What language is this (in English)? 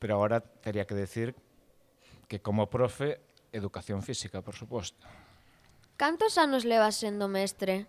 Galician